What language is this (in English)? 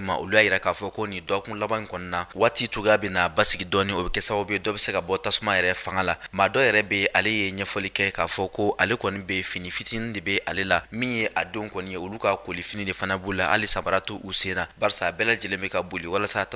Bambara